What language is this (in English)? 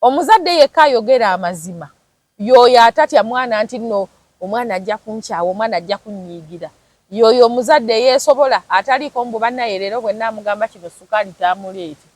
Ganda